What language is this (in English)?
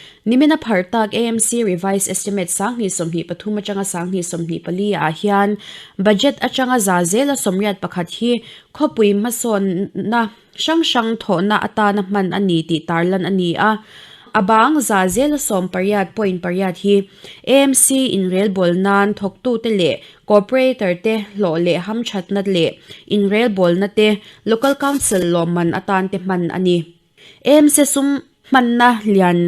Mizo